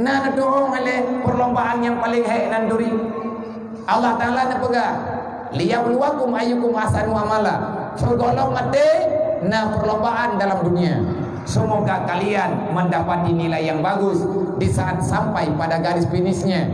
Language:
Achinese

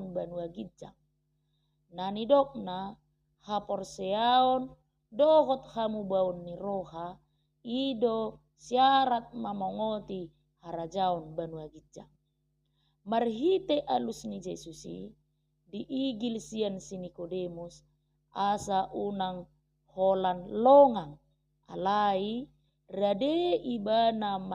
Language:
Batak Toba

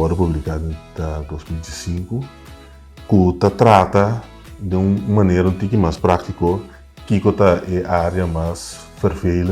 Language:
Papiamento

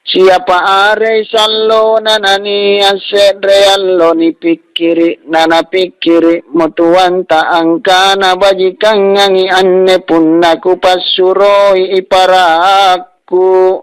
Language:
Makasar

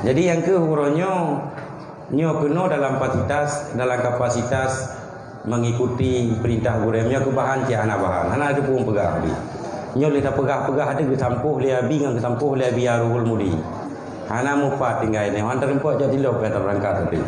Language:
Achinese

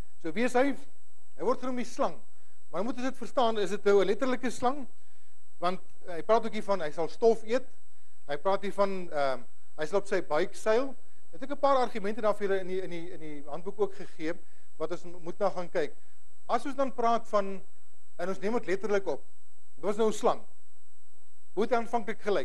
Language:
Afrikaans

